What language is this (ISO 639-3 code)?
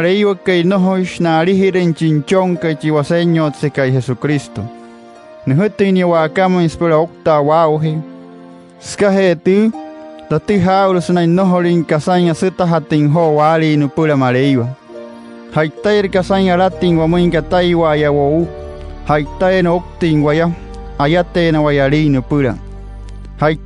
guc